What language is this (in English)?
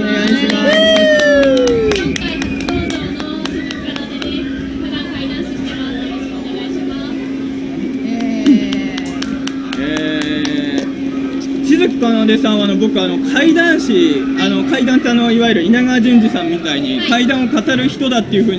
Japanese